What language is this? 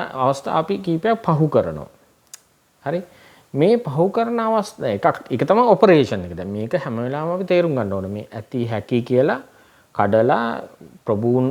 Sinhala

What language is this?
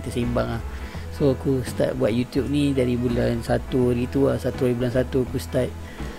Malay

